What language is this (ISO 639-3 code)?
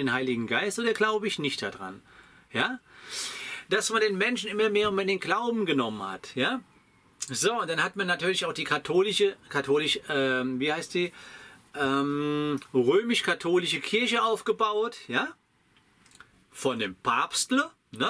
deu